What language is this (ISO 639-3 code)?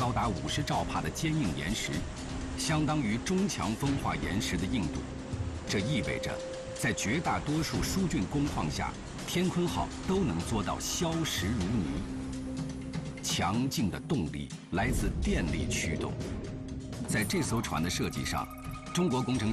zho